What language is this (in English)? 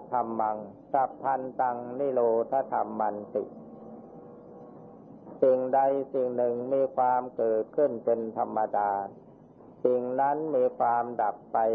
Thai